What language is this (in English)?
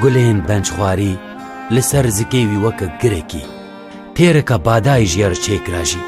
Kurdish